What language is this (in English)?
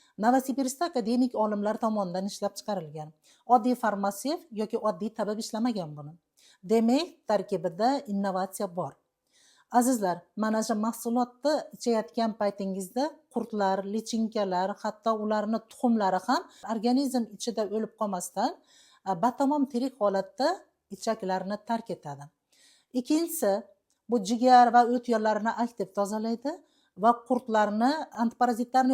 Uzbek